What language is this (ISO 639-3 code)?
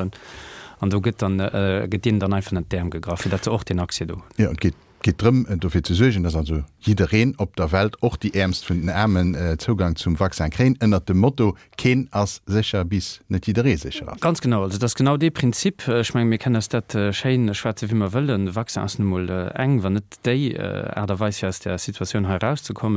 ltz